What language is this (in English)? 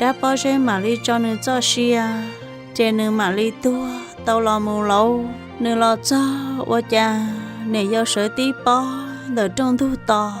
Hmong